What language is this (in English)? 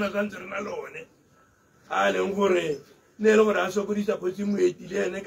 Tswana